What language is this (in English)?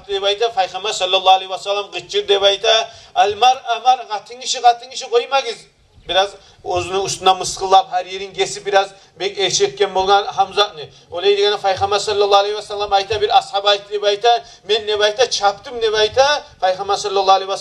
Kumyk